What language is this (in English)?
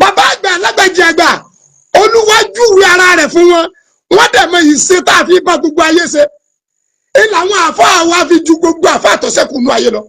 Yoruba